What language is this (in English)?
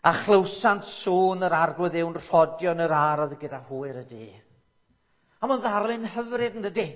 Welsh